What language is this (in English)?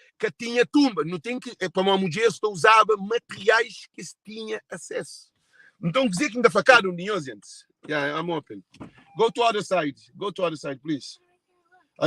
Kabuverdianu